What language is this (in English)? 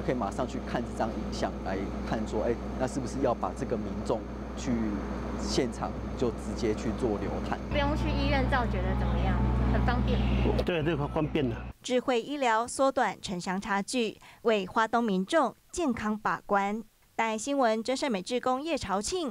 Chinese